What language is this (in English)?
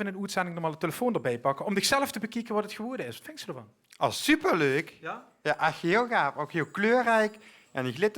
Limburgish